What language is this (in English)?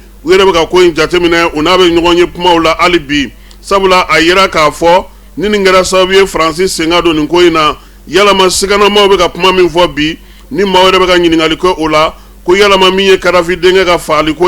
Bambara